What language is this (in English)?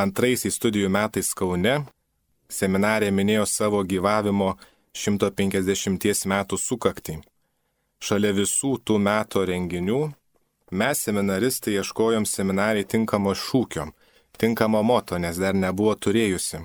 Lithuanian